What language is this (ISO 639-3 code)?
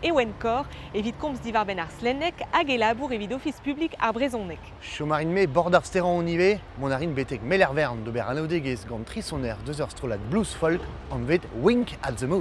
bre